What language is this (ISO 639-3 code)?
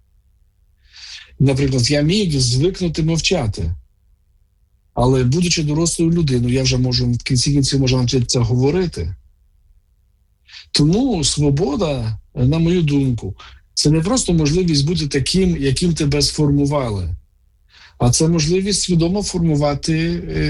ukr